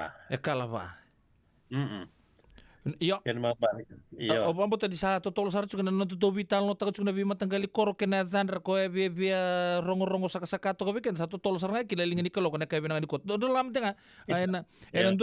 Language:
Fijian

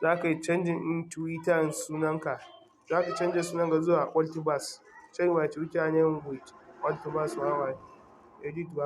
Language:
Hausa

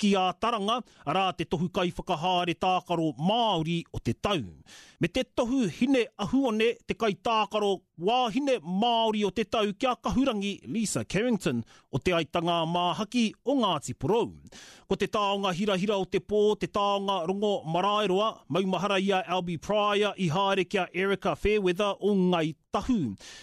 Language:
Māori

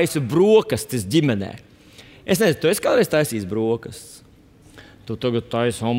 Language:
Latvian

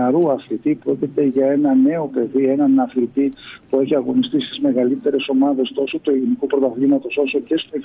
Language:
Greek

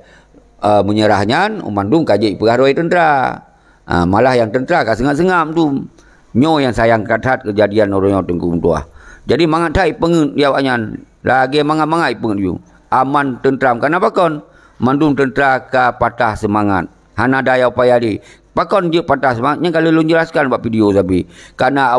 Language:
Achinese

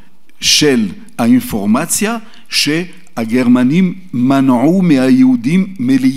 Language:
Hebrew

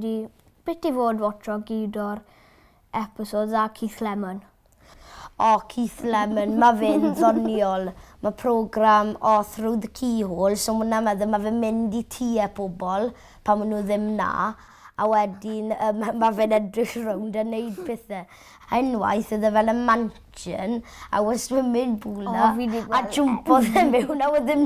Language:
Welsh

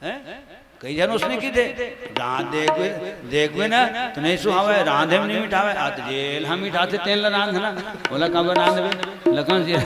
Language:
Chhattisgarhi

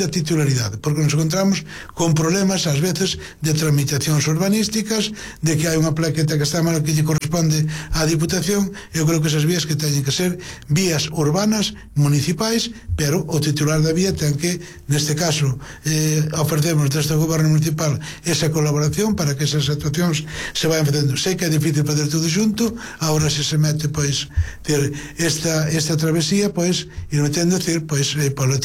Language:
Galician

